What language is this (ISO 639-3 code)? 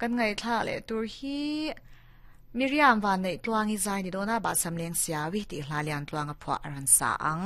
lus